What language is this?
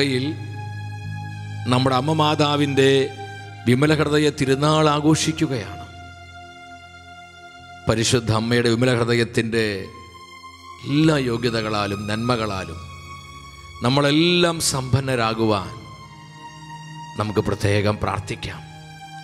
Malayalam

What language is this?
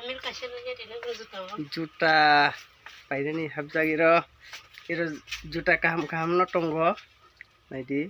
Kok Borok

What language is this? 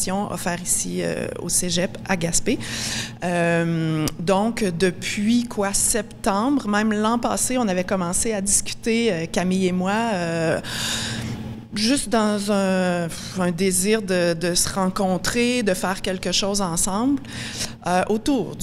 French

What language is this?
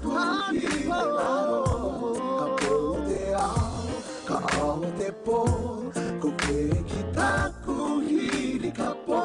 Māori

